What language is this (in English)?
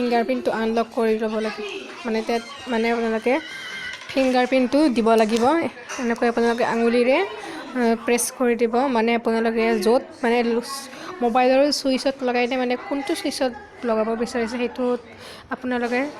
Assamese